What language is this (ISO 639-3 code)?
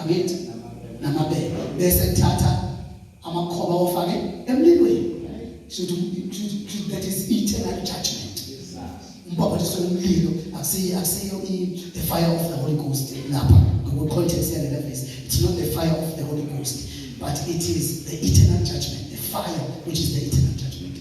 zul